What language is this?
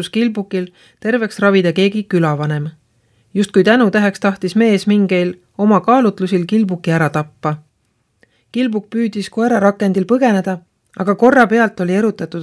Estonian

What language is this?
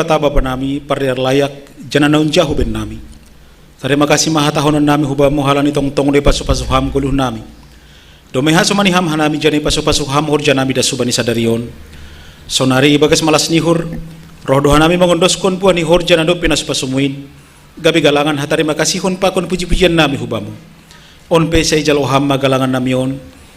Batak Simalungun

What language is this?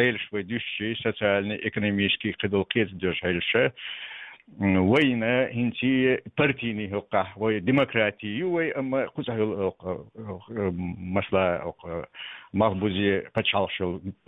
Chechen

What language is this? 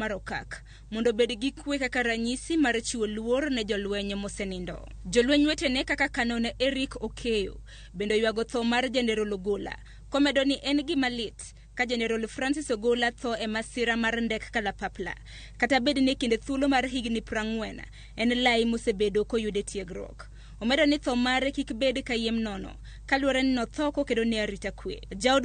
Luo (Kenya and Tanzania)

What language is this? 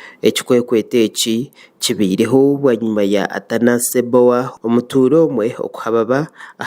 Nyankole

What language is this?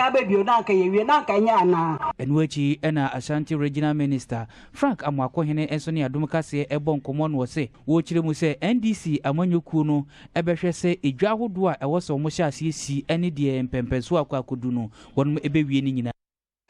Akan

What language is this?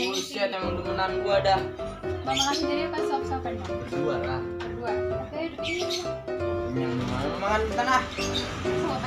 Betawi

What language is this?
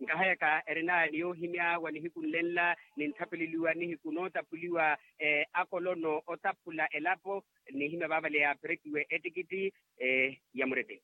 Makhuwa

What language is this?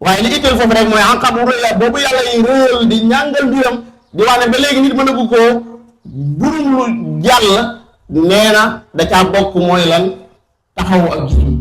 Wolof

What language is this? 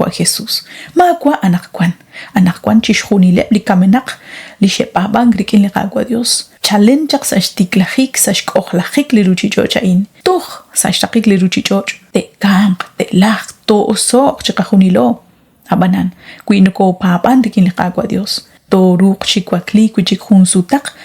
Kekchí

